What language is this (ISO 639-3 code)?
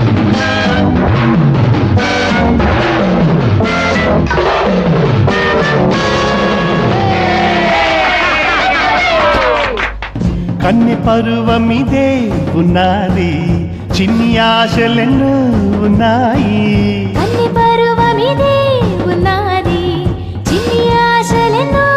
tel